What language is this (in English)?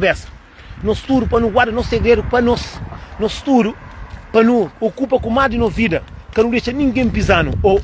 Kabuverdianu